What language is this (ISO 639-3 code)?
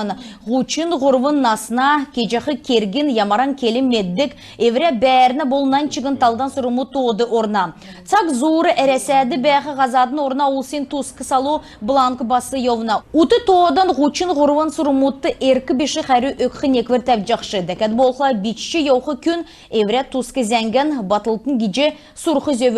xal